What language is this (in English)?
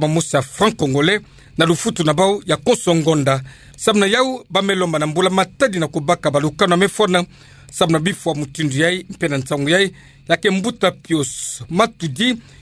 Kituba (Democratic Republic of Congo)